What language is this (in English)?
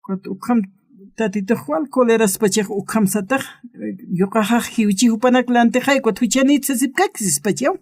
Aymara